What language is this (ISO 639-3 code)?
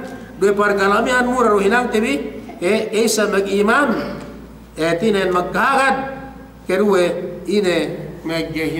yka